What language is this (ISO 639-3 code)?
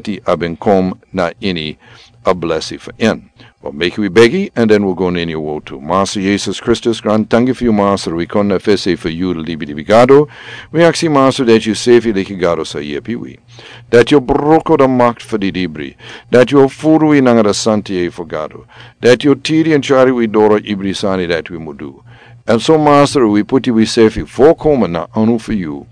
srn